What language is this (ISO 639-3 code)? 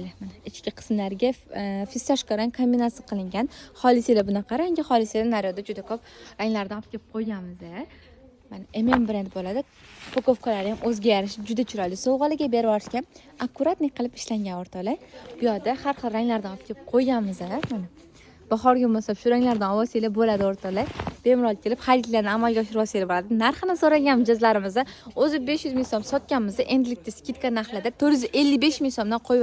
uzb